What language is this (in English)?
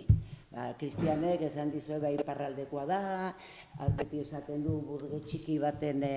Basque